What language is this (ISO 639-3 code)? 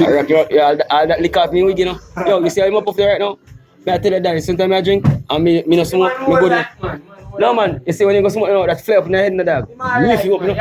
jam